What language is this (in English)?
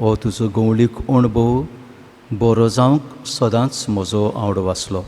Konkani